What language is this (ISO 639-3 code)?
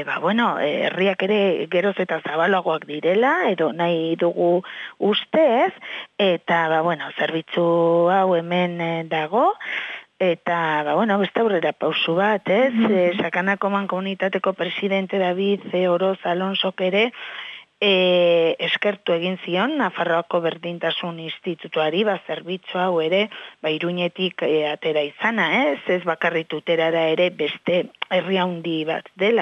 eus